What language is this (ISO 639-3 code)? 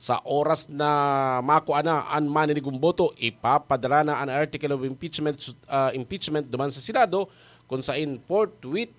bik